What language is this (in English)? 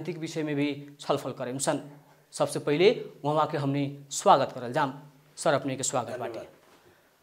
Bhojpuri